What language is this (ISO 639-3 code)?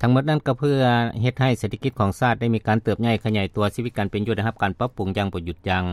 lao